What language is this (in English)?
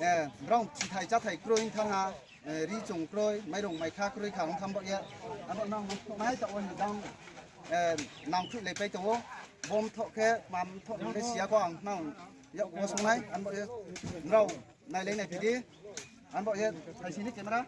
Riang (India)